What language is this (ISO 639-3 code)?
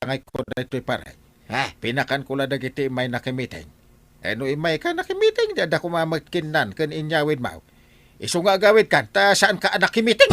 ilo